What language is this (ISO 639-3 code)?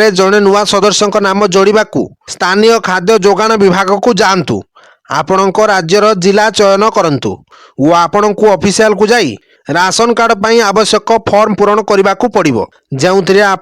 ori